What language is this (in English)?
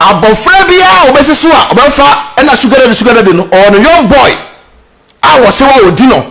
Akan